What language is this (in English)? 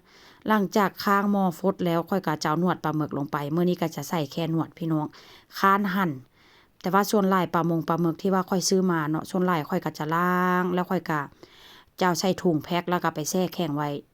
Lao